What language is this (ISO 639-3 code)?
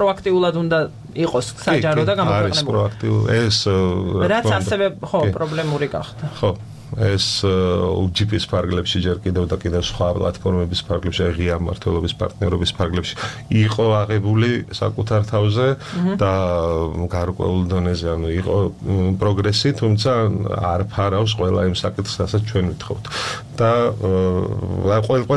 kat